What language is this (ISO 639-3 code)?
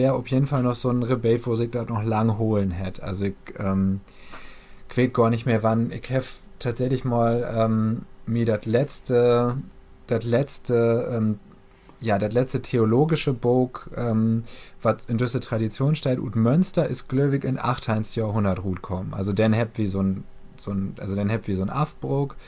nds